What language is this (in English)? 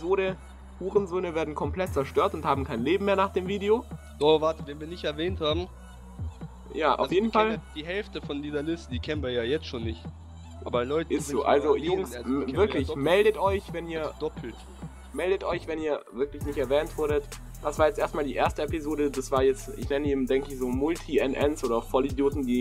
German